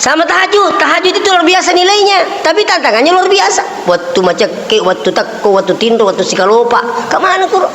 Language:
Buginese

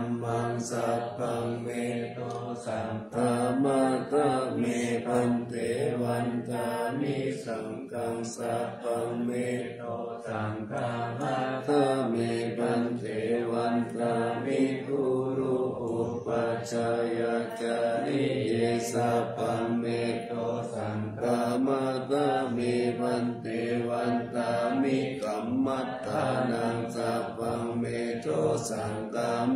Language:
Pali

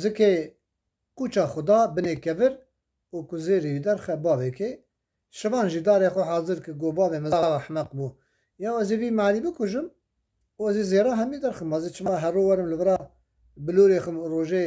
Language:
Kurdish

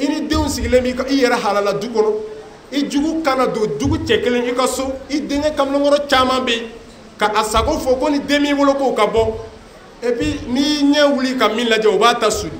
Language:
Bambara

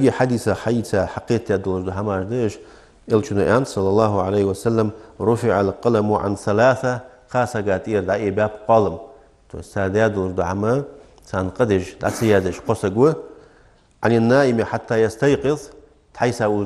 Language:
Ingush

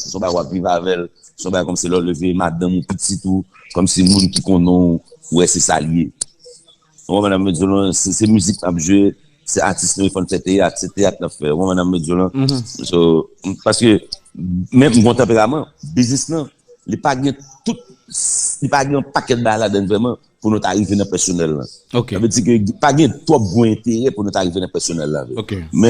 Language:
Haitian Creole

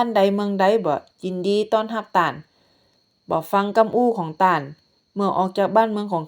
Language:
Northern Thai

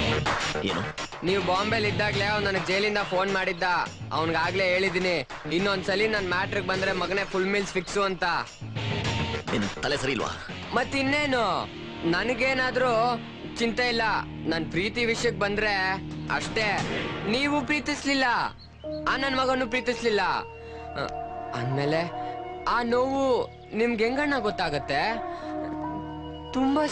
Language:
Kannada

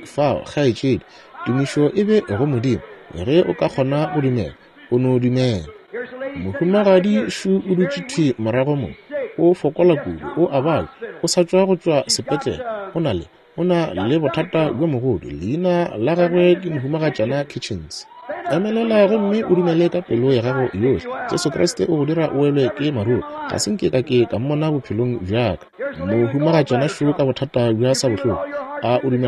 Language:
Northern Sotho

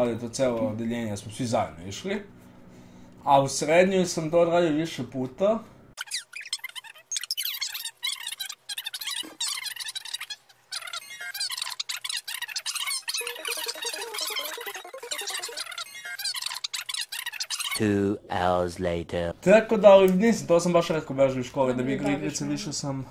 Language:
Serbian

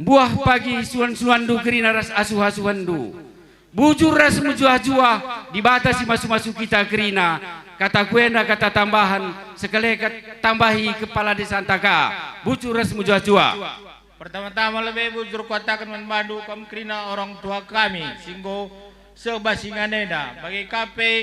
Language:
Batak Karo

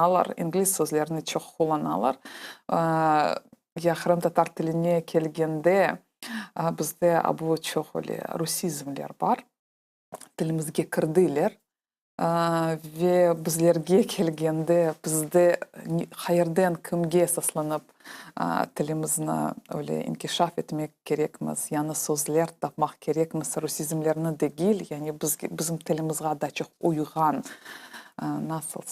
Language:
Crimean Tatar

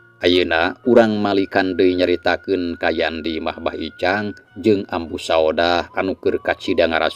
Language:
Sundanese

